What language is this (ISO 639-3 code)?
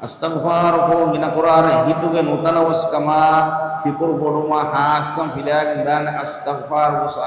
div